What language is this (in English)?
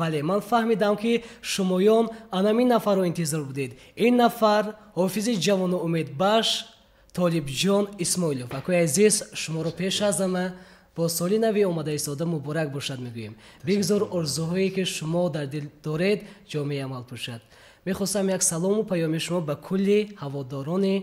Tajik